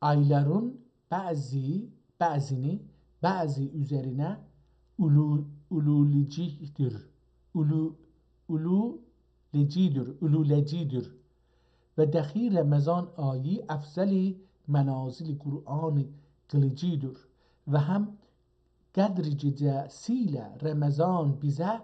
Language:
South Azerbaijani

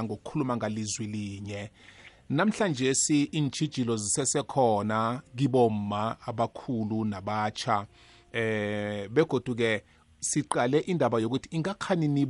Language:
South Ndebele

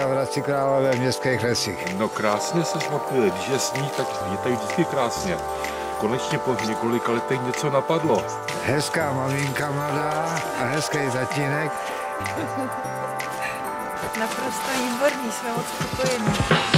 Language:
Czech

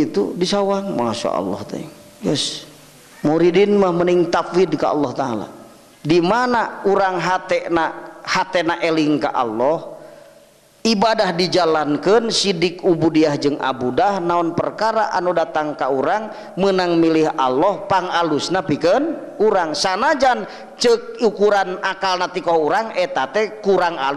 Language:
Sundanese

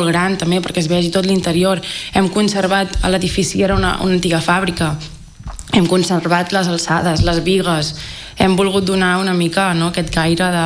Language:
Catalan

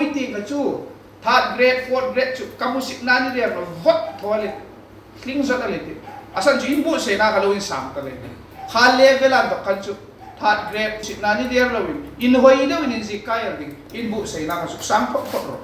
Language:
Hmar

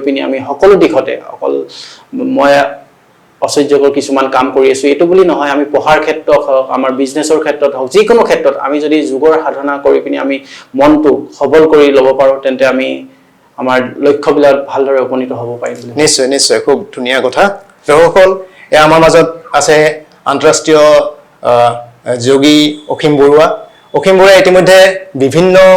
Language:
Assamese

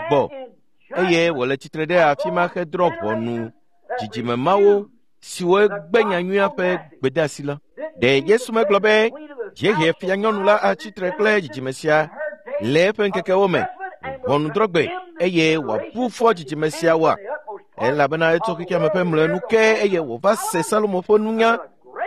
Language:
Ewe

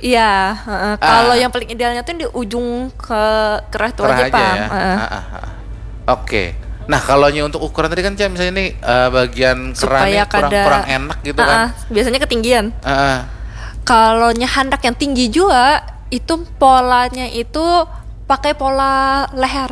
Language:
Banjar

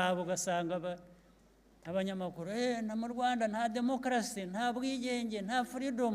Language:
Kinyarwanda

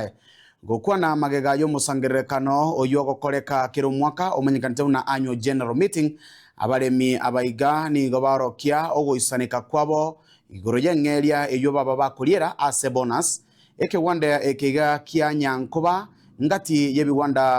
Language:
Gusii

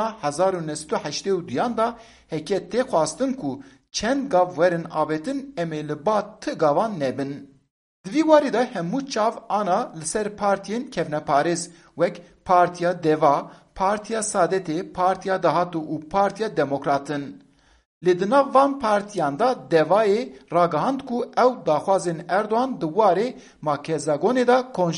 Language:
Kurdish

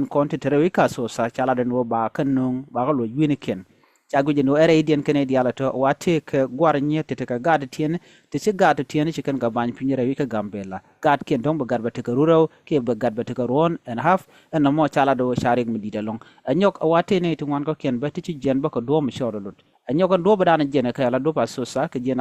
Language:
Nuer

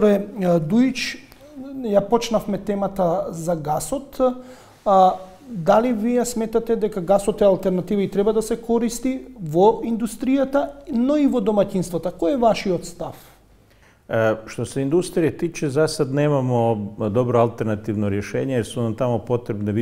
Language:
Macedonian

